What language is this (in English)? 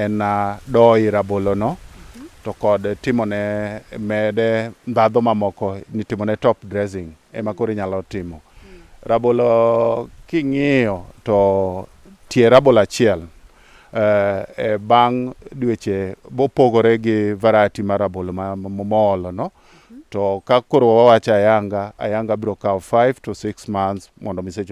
Luo (Kenya and Tanzania)